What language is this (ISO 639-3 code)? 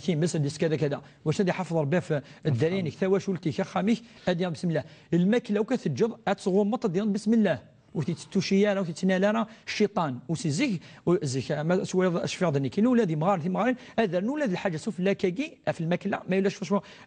kab